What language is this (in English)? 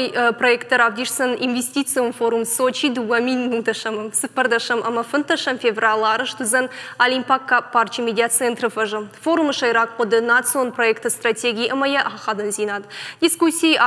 Ossetic